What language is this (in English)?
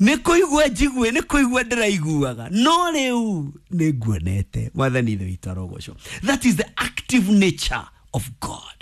Kikuyu